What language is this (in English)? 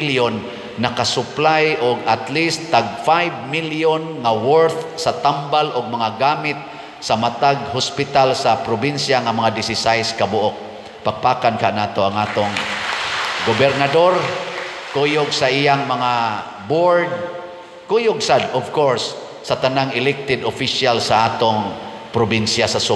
Cebuano